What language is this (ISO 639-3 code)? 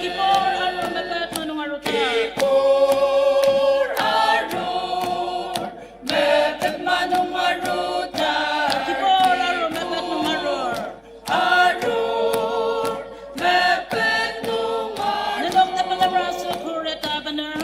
njo